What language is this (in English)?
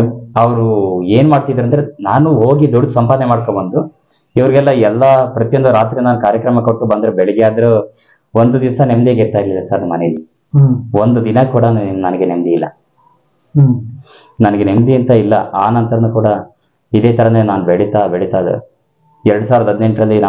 Kannada